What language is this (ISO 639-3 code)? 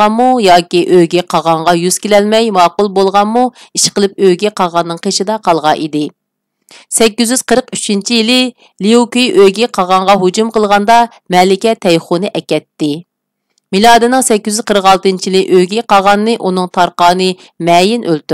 uig